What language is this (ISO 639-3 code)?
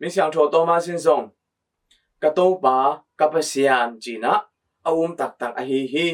ctd